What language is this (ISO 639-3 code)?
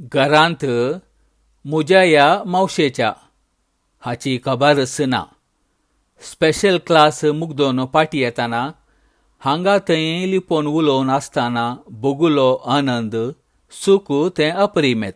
kok